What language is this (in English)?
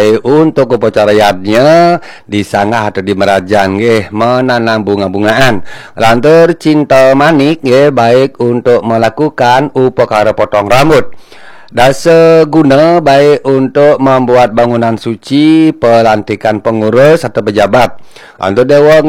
Balinese